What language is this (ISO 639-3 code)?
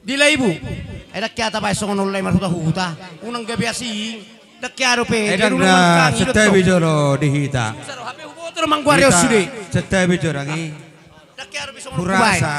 bbc